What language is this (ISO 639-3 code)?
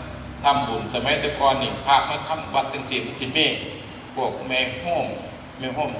tts